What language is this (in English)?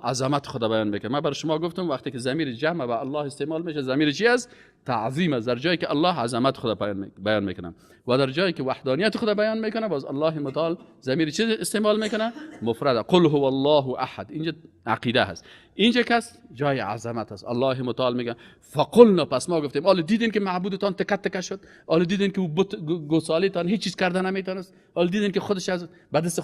Persian